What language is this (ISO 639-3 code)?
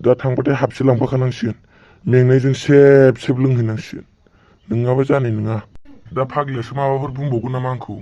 brx